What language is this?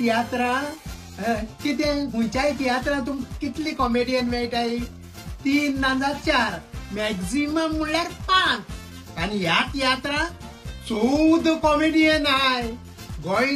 Konkani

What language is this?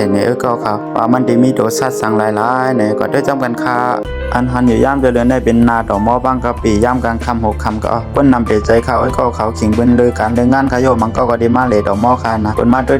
Shan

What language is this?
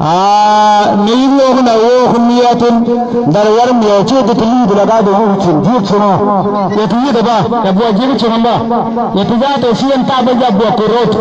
Mabaan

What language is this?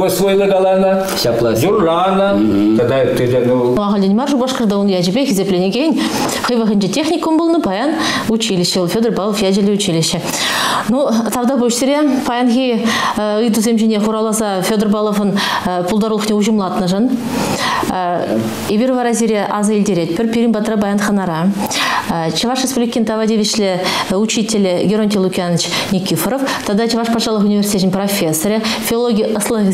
Chuvash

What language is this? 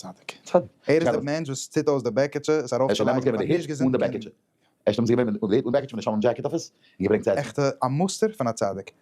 Yiddish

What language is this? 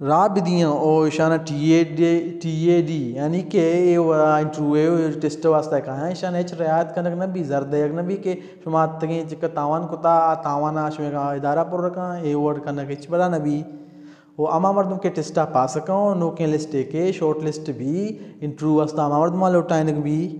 Baluchi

